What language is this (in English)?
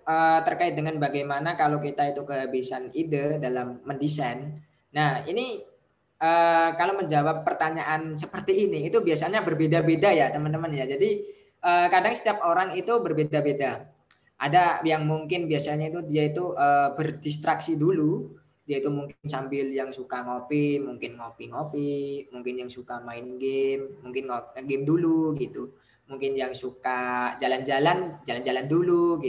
Indonesian